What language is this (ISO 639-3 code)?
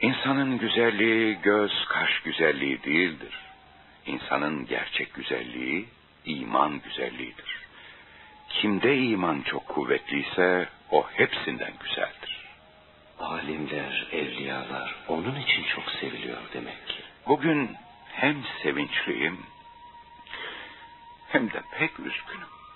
tur